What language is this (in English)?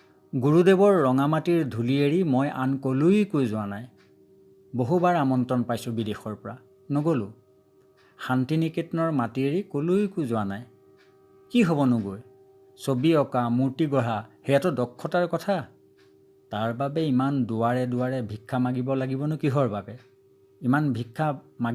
Assamese